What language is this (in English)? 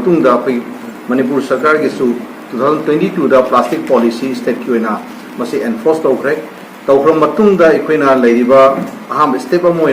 Manipuri